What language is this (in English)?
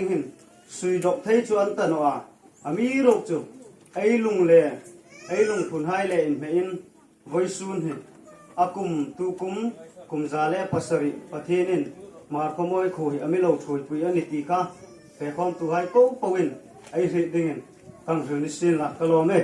Hmar